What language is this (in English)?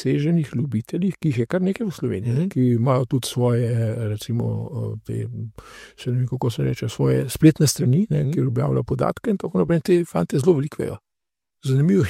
Slovenian